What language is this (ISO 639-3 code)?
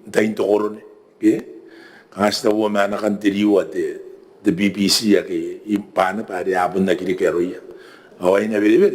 gil